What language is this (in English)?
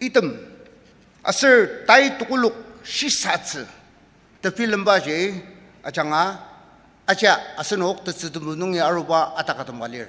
Ao Naga